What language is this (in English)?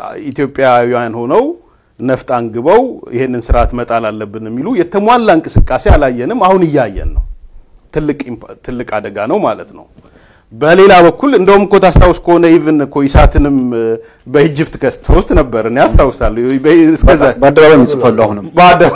Amharic